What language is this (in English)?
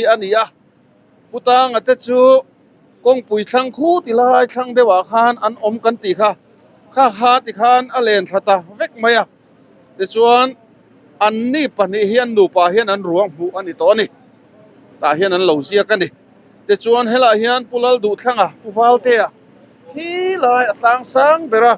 Mizo